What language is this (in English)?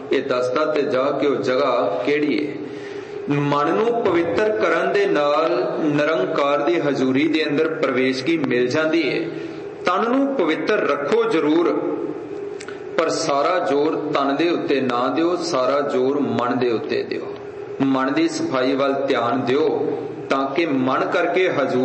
Punjabi